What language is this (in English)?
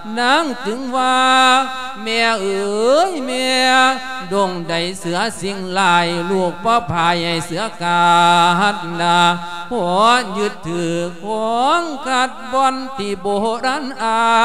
Lao